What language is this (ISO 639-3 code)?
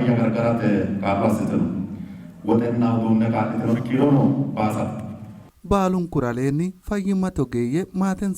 sid